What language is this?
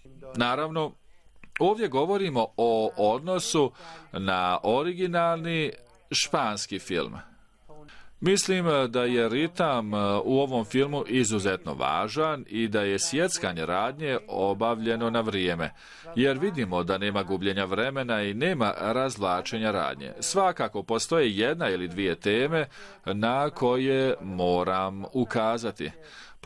Bosnian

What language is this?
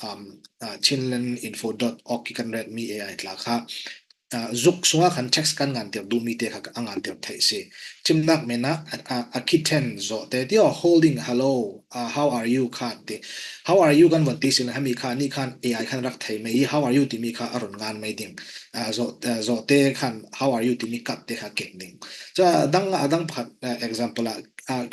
Falam Chin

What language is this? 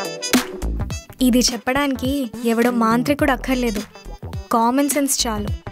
Telugu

